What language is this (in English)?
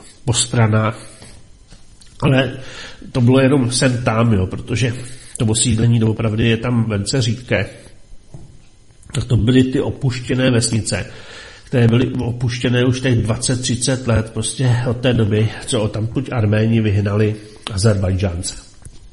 Czech